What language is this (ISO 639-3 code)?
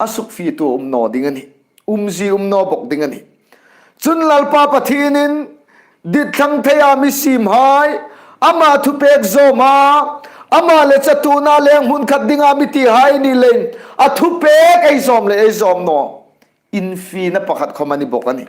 hmr